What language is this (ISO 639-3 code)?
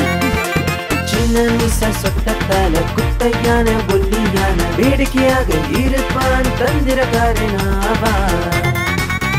tam